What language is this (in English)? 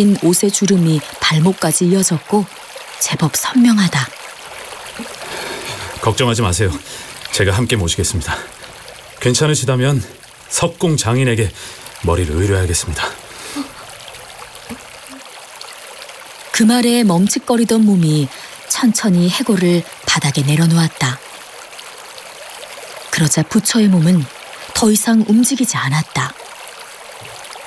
Korean